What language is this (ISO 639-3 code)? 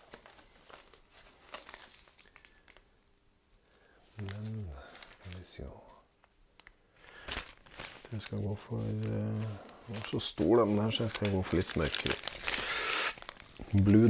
nor